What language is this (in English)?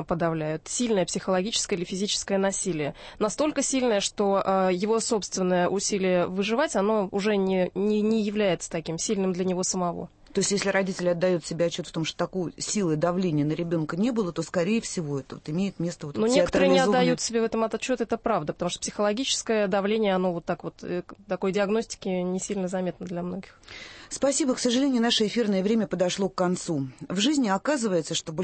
Russian